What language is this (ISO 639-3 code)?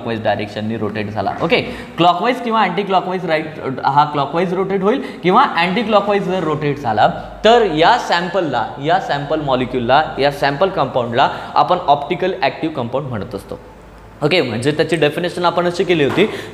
mar